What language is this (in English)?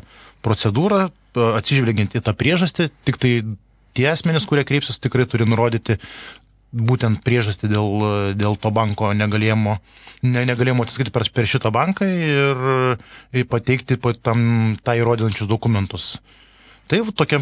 Lithuanian